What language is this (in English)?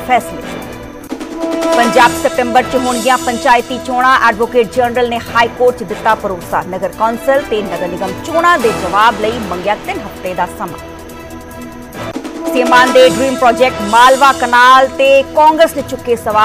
Punjabi